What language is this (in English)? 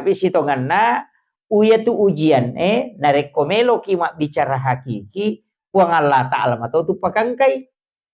Buginese